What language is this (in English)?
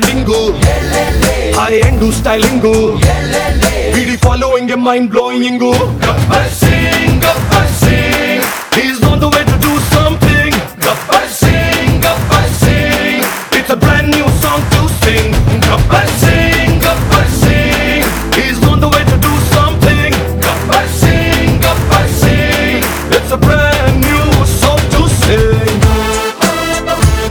Telugu